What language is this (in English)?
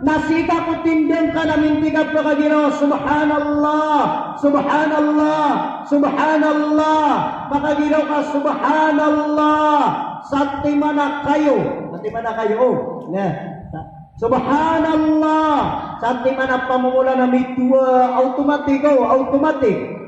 Maranao